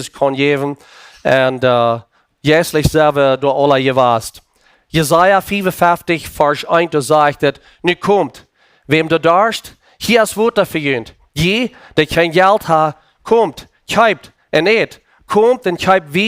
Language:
Plautdietsch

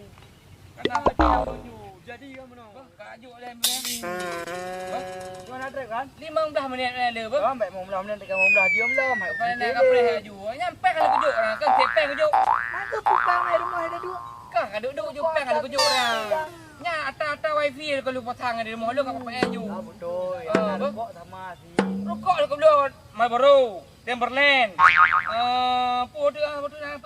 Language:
Achinese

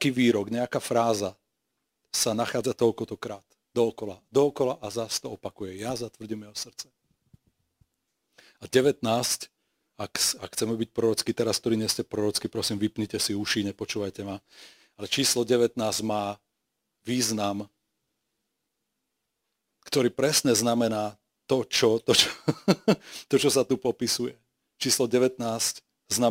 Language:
Slovak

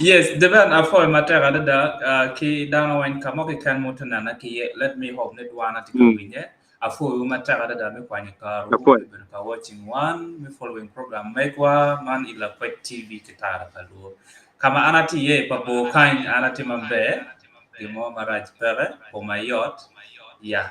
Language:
Acoli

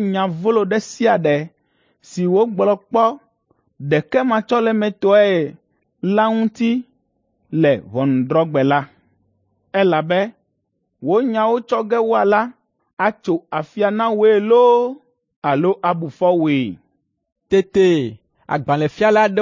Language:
Ewe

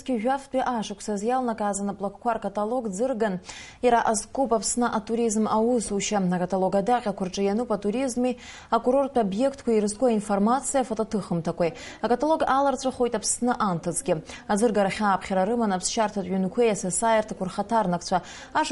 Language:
Abkhazian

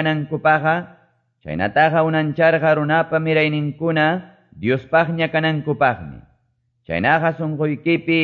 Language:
Quechua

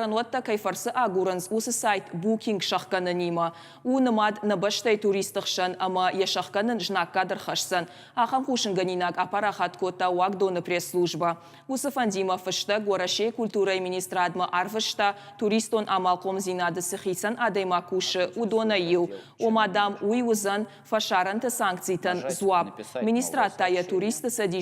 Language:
Ossetic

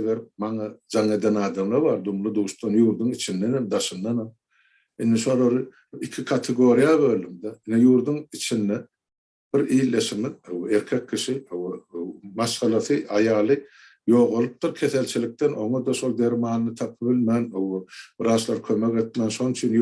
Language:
Turkmen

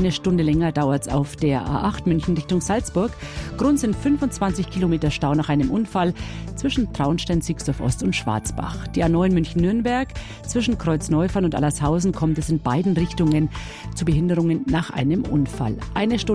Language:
German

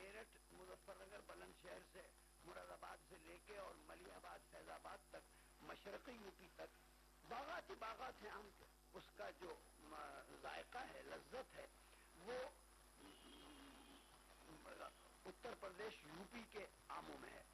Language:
Urdu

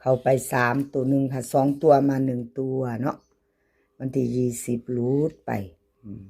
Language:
Northeastern Thai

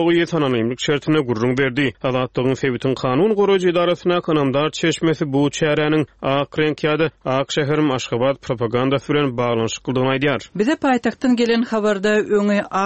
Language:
Turkmen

